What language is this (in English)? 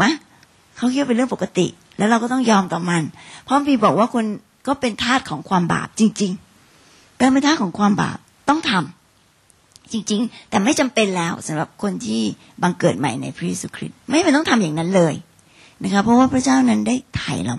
Thai